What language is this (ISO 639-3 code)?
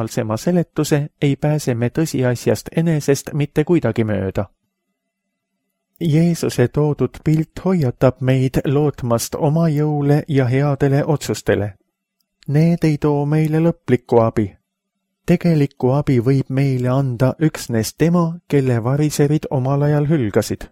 est